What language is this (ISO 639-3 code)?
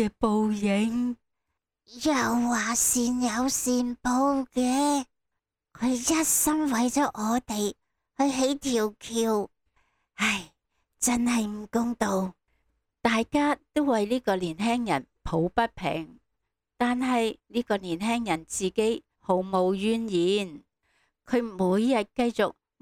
yue